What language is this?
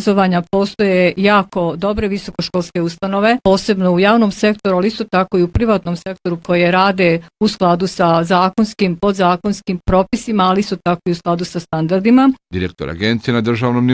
Bosnian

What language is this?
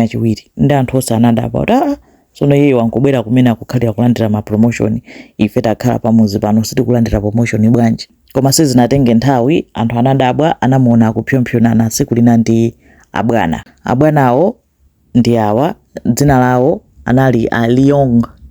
Nyanja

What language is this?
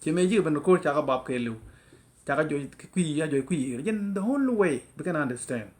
Nuer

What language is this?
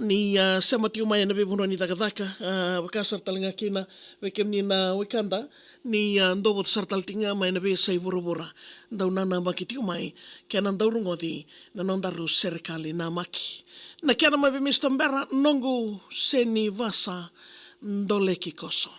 Fijian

